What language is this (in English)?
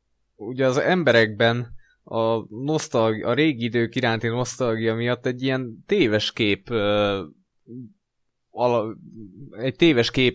Hungarian